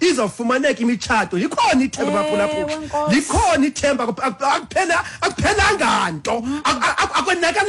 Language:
Xhosa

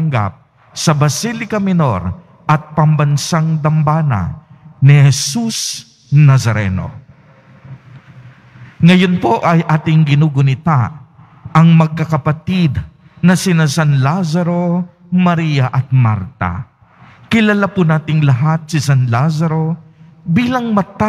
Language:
Filipino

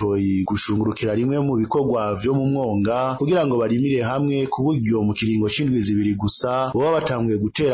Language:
Rundi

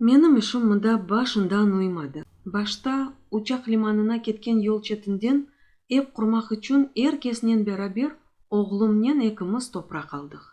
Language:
Crimean Tatar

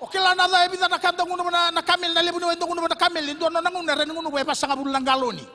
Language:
Fijian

